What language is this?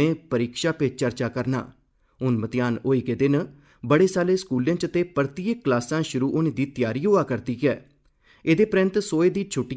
Dogri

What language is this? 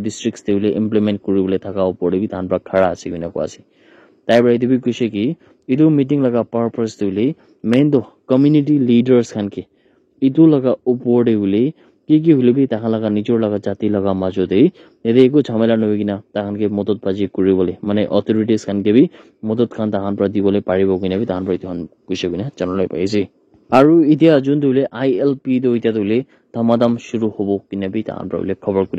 Naga Pidgin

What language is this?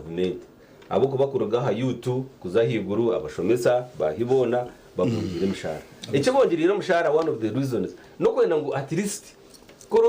Nyankole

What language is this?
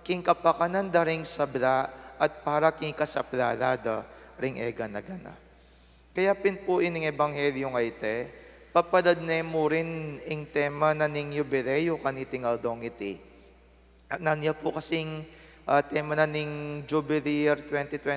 Pampanga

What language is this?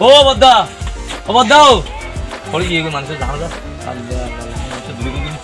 Rohingya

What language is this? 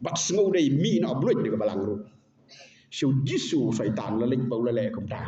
Khasi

